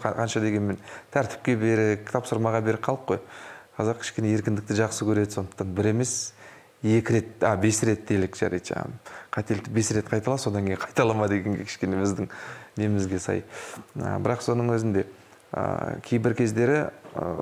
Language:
Kazakh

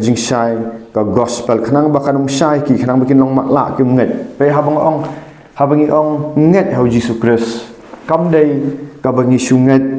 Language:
Khasi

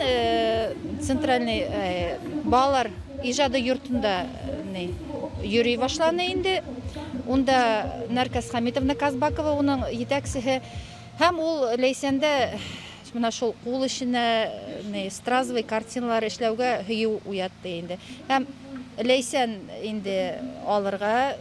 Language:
Bashkir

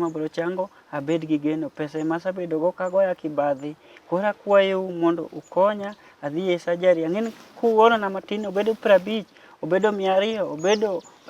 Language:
Luo (Kenya and Tanzania)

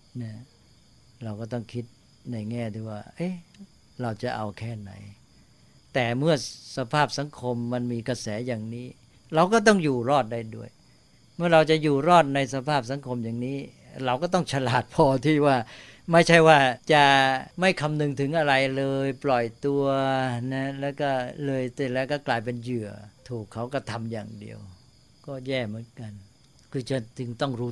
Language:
Thai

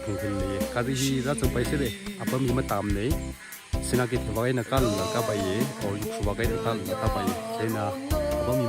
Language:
Tangkhul Naga (India)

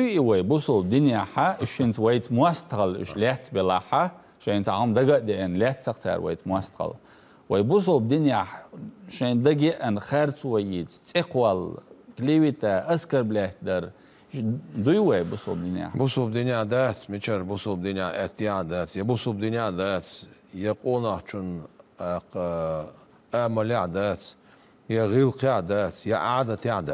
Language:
Chechen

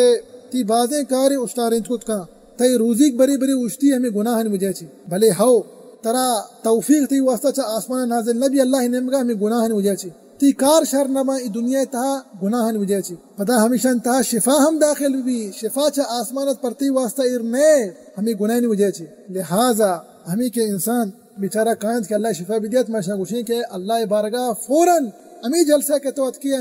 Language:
Baluchi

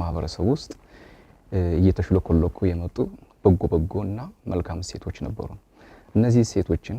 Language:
Amharic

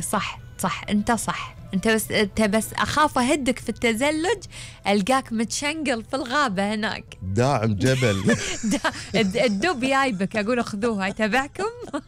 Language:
Gulf Arabic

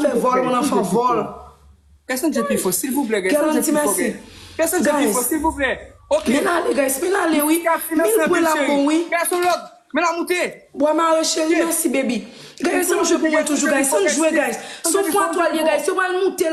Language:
Haitian Creole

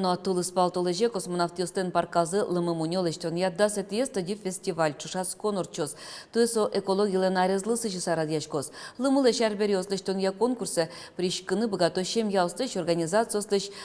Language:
Udmurt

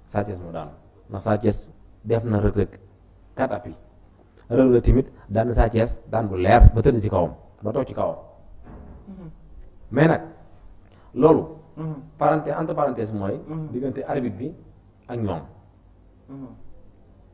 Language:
Wolof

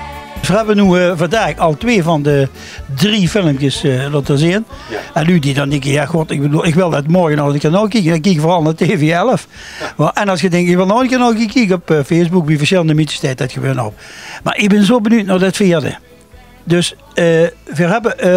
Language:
Limburgish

